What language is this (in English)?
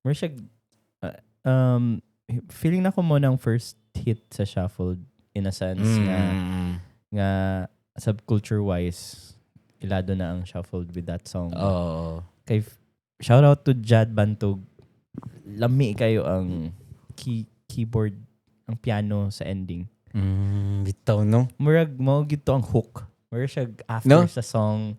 Cebuano